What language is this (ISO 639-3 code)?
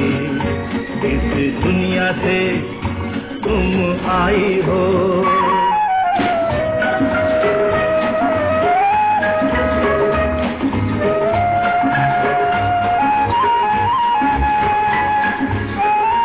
hin